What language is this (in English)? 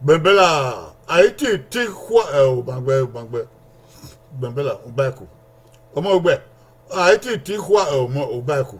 Bini